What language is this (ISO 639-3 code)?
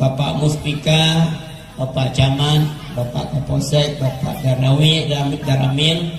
ace